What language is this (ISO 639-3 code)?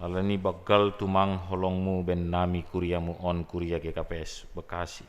bts